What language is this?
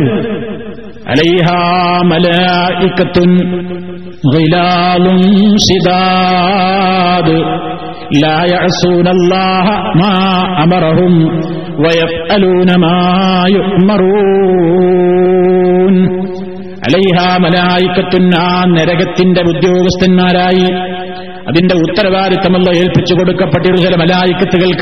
Malayalam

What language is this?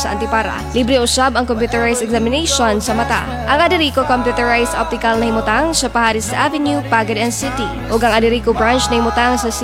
Cebuano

